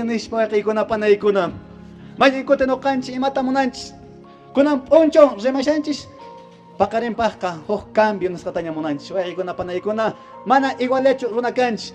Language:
Quechua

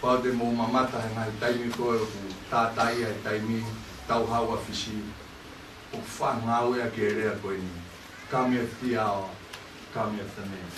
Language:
Tongan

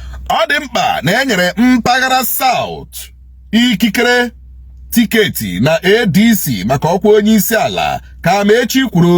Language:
Igbo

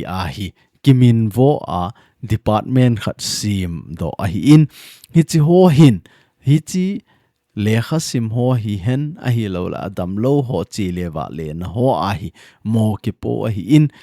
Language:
Thado Chin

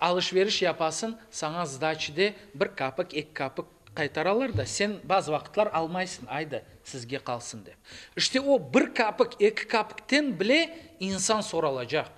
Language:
Crimean Tatar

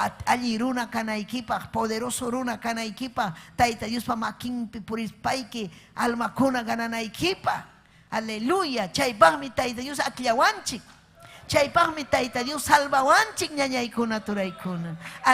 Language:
Ayacucho Quechua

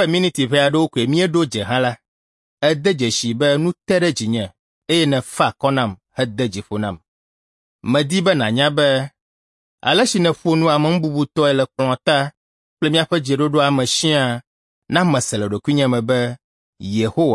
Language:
Ewe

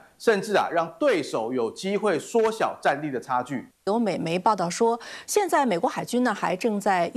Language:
Chinese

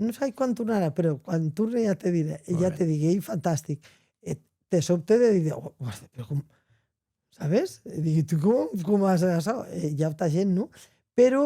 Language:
Occitan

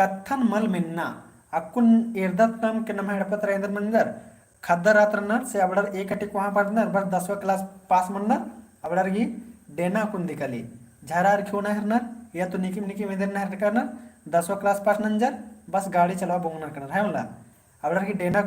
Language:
Kurukh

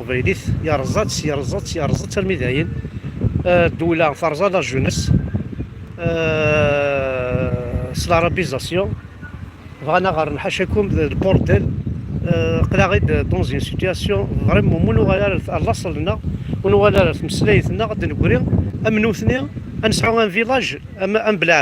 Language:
Kabyle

